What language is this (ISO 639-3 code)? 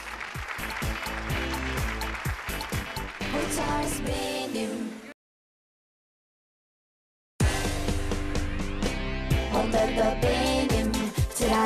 tur